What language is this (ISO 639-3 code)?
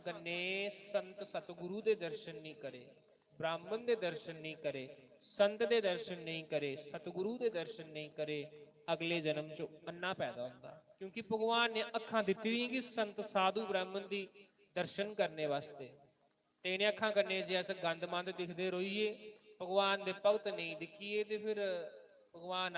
doi